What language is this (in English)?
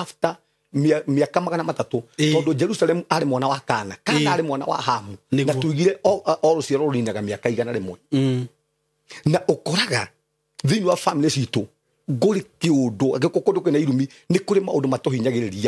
Kikuyu